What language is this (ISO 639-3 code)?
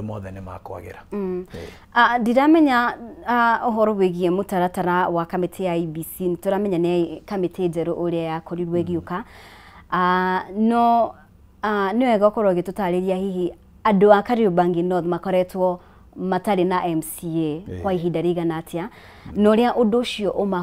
kik